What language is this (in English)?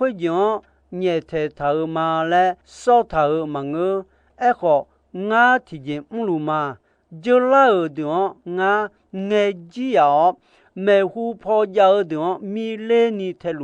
Akha